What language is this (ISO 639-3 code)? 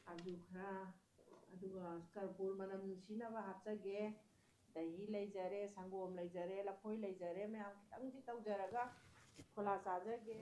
mni